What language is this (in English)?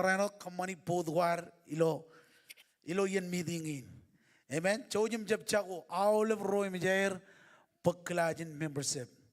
Marshallese